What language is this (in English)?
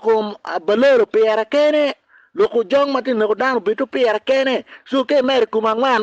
Acoli